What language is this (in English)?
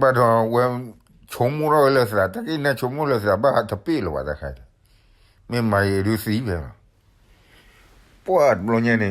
S'gaw Karen